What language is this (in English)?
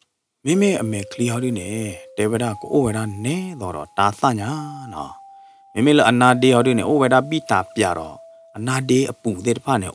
S'gaw Karen